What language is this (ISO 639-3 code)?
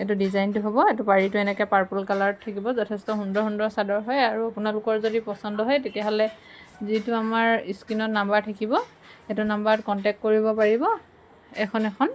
asm